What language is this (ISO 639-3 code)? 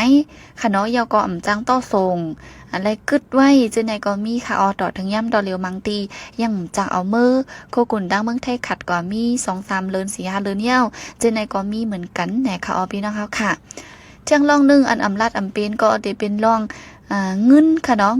shn